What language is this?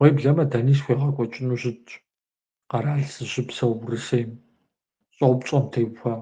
Kabardian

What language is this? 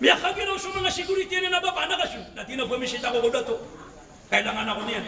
Maranao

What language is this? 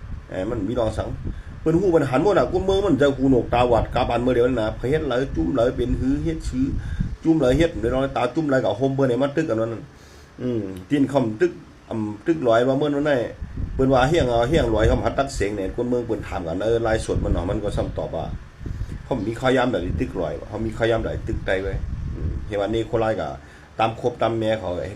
Shan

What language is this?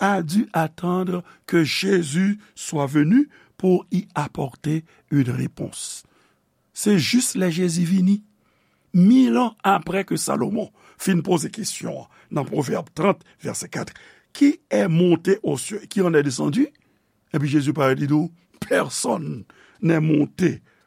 Haitian Creole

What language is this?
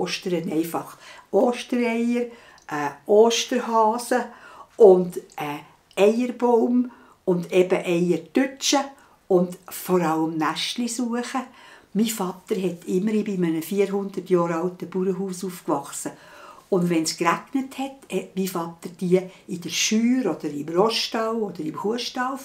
Swiss German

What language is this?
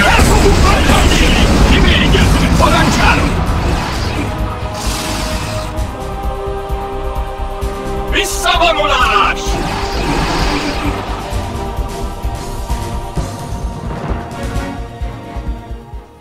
Hungarian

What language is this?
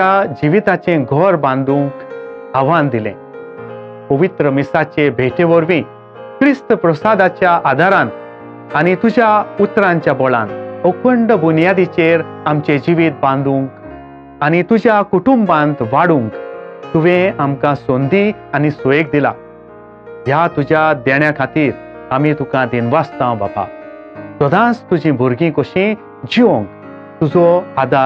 Konkani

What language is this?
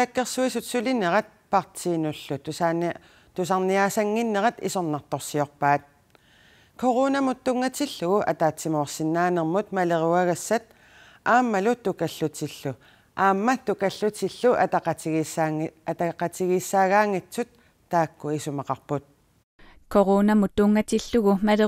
Kalaallisut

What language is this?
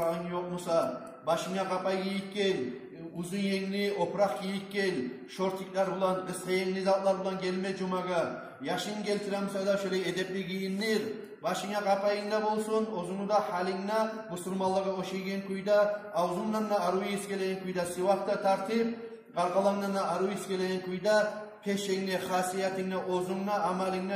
Kumyk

